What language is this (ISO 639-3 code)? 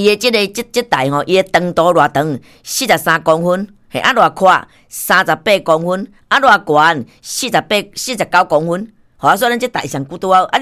nan